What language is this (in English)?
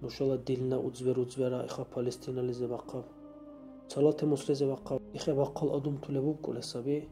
Dargwa